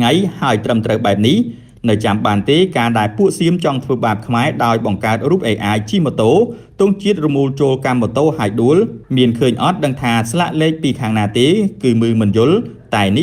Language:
Khmer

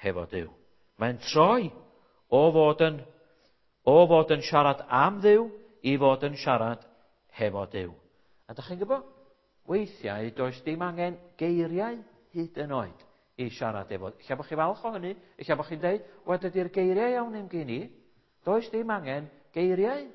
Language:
Welsh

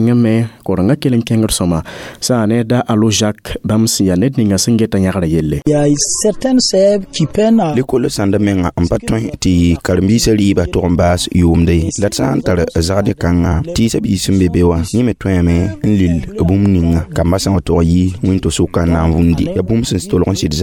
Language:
Mossi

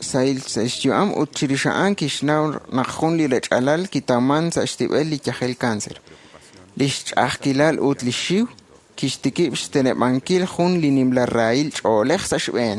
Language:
Kekchí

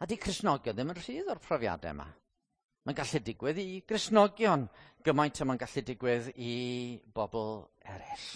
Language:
Welsh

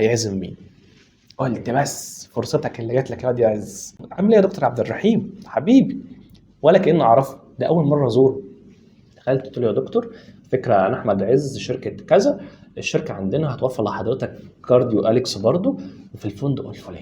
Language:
Egyptian Arabic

